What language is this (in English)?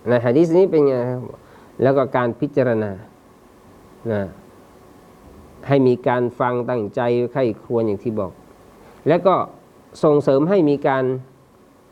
Thai